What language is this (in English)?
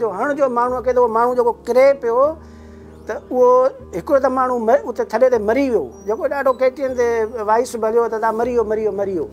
Sindhi